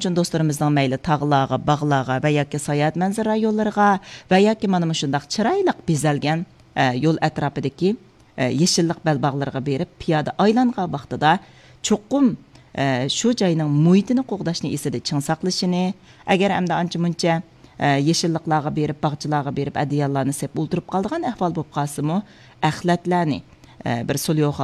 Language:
Uyghur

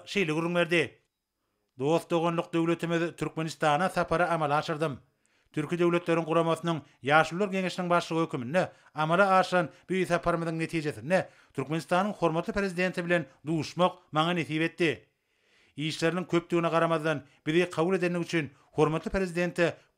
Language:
Turkmen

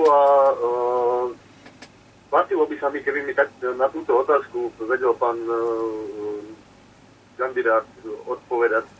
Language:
Slovak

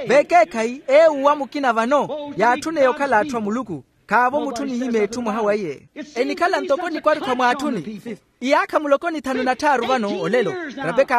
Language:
Makhuwa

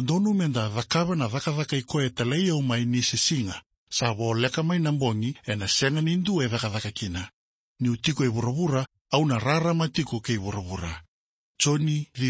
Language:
Fijian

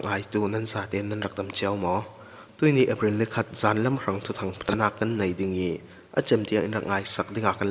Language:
Falam Chin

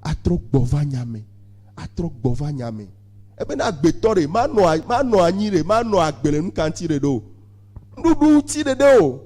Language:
Ewe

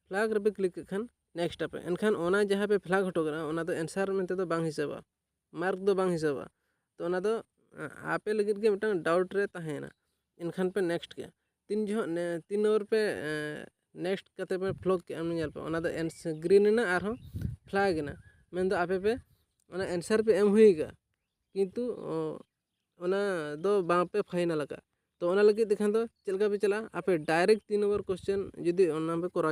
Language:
Santali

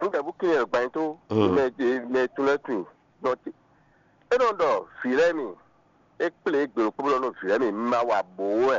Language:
Fon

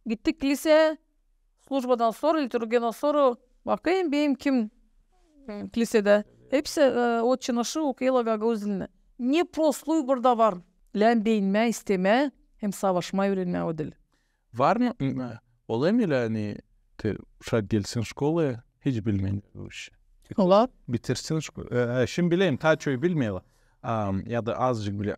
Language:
Gagauz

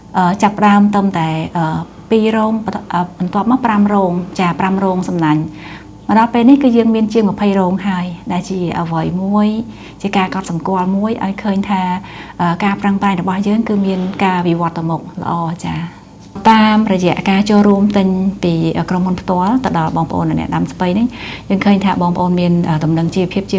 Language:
Khmer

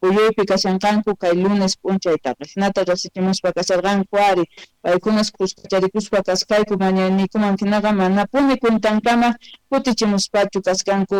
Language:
Quechua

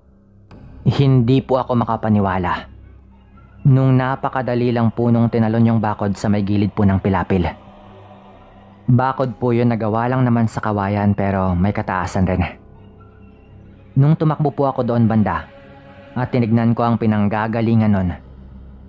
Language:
Filipino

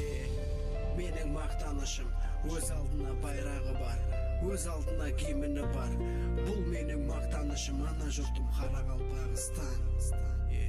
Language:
Kara-Kalpak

